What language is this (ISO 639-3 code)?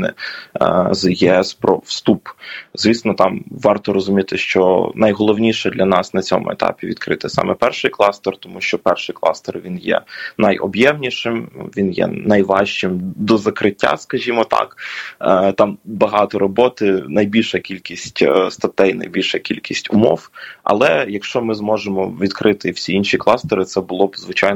ukr